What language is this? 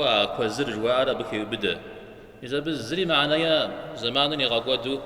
Kabardian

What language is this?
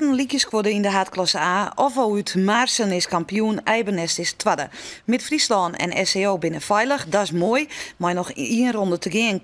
Western Frisian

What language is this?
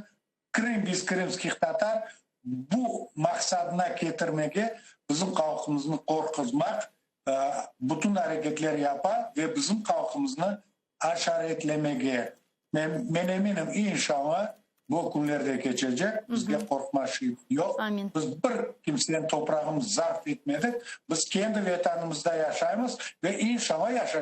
Crimean Tatar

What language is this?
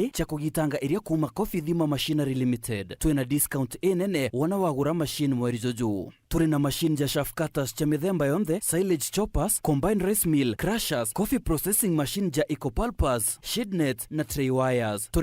Meru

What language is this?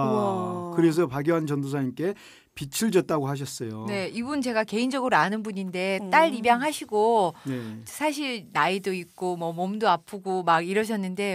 Korean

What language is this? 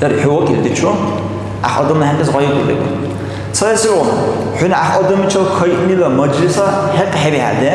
Dargwa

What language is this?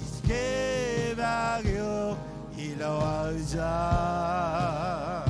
Marshallese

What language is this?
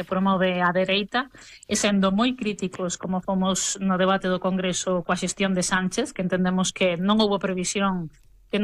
Galician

